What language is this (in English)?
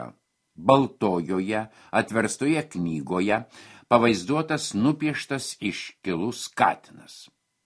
Lithuanian